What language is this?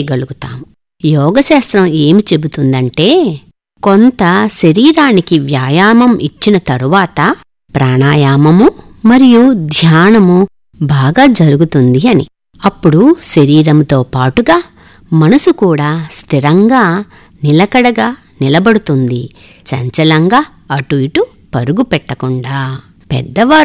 Telugu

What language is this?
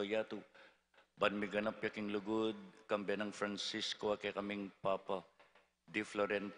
Pampanga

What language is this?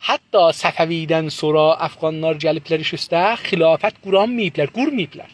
South Azerbaijani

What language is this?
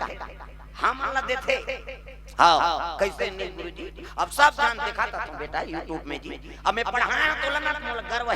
Chhattisgarhi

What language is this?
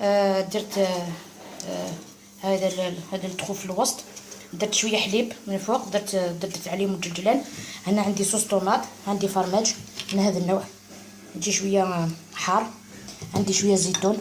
Algerian Arabic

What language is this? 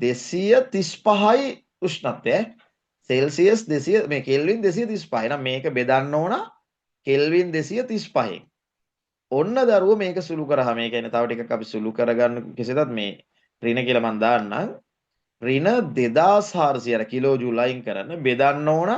Sinhala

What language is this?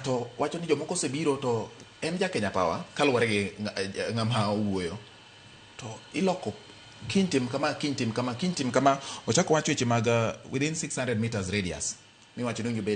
Luo (Kenya and Tanzania)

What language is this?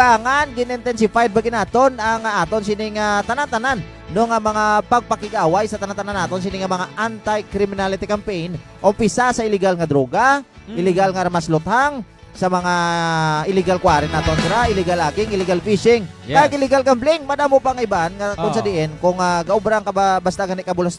Hiligaynon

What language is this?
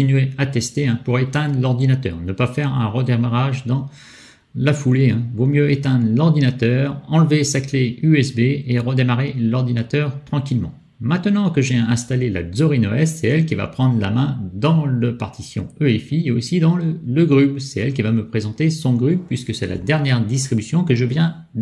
French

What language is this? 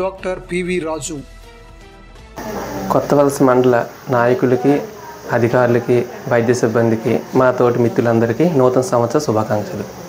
Telugu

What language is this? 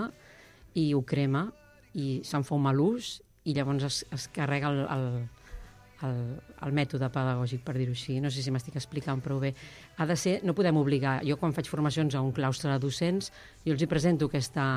Catalan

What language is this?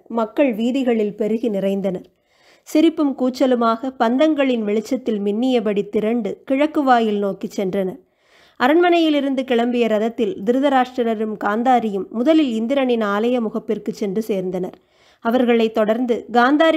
Tamil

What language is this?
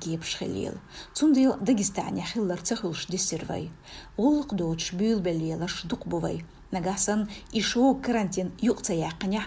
Chechen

